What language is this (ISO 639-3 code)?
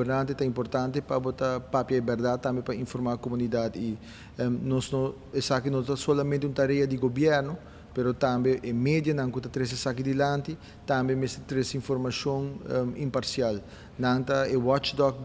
pap